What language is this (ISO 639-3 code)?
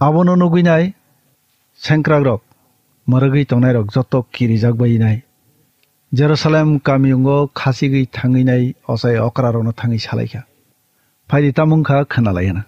trp